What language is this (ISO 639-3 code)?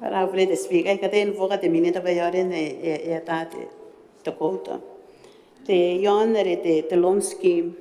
gil